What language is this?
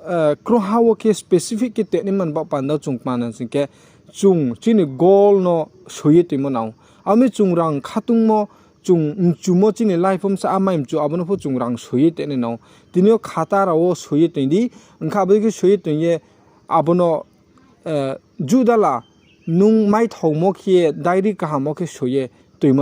Riang (India)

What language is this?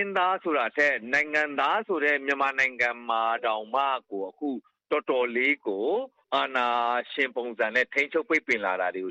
Burmese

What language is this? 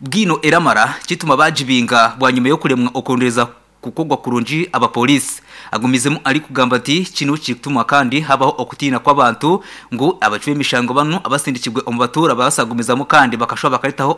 Nyankole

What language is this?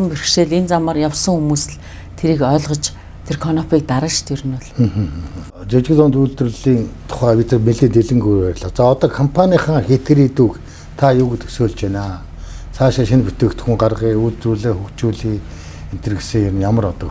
Mongolian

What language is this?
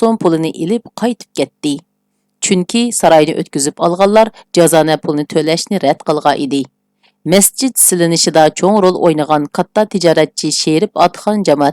Uyghur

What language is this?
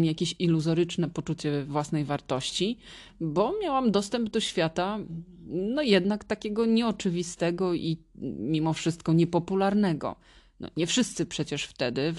Polish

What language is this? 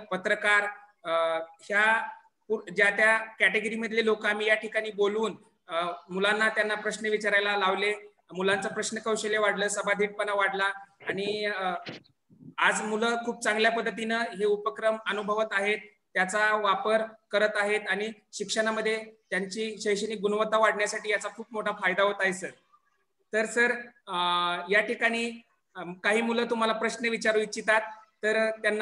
Marathi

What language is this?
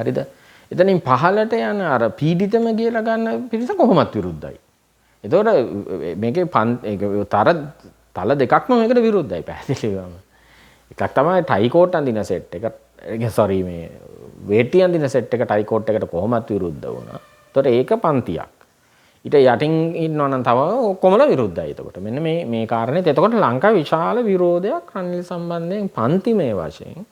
Sinhala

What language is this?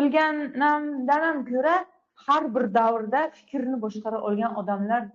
Uzbek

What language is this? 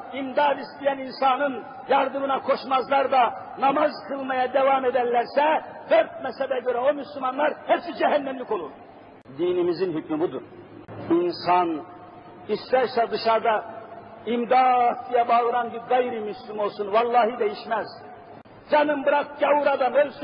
Turkish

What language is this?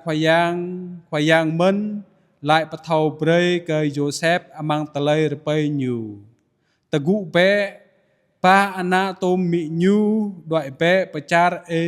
Jarai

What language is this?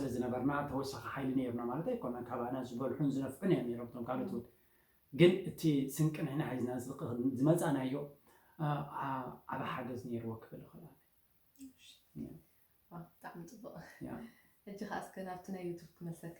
Tigrinya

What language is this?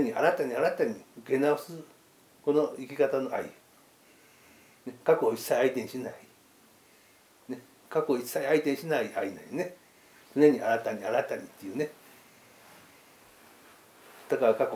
Japanese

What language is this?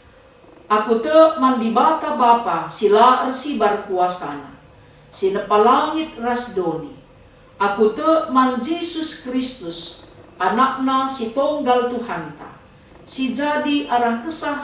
Batak Karo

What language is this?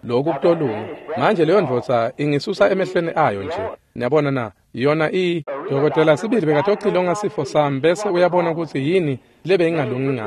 Swati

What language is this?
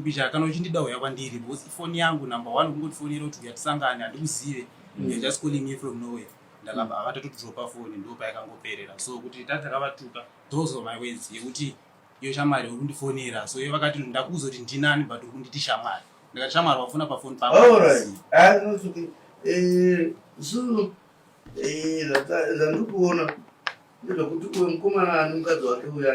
Shona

